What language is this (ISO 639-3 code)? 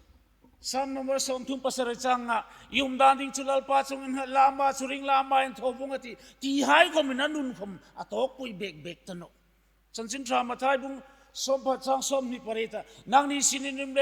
hmr